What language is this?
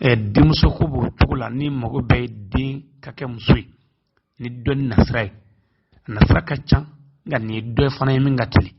Bambara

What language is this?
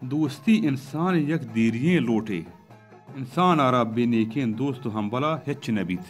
Baluchi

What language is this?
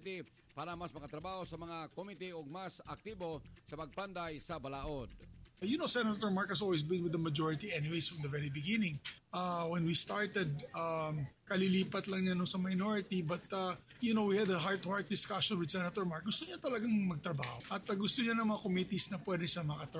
Filipino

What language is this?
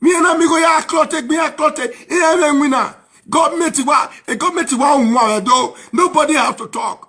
Nigerian Pidgin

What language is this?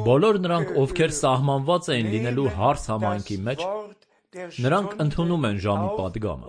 Armenian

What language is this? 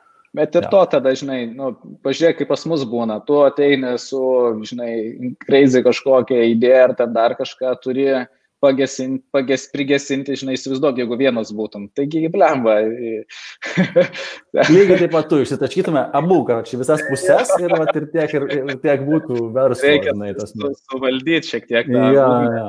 Lithuanian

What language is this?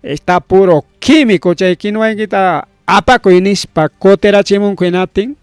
Ayacucho Quechua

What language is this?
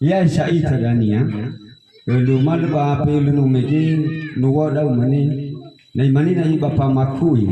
Nias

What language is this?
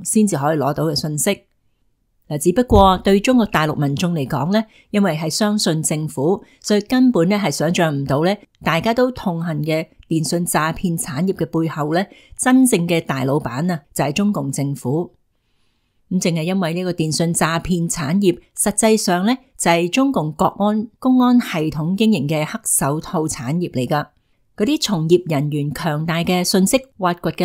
Cantonese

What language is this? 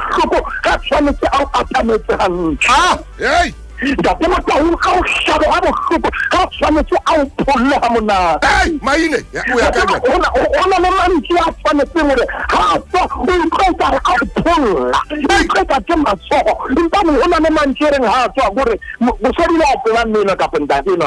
Southern Sotho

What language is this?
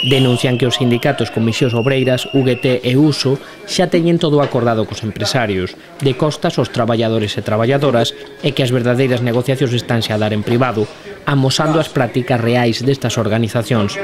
Galician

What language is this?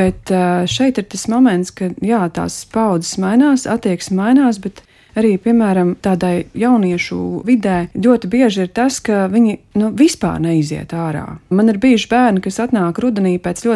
Latvian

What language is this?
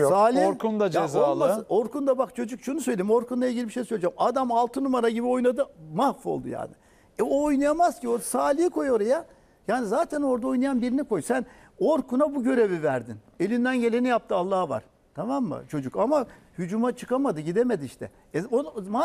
Turkish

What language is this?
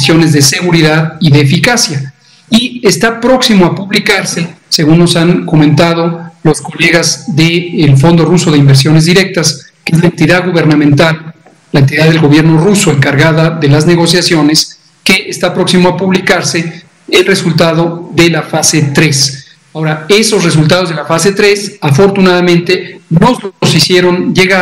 Spanish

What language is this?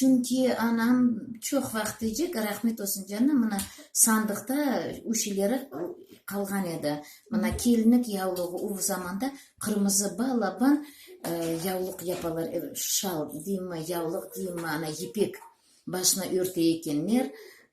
Crimean Tatar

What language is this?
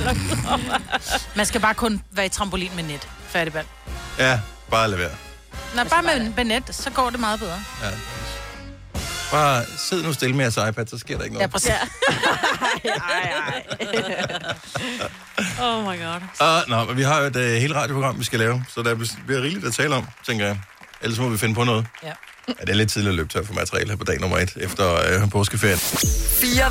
Danish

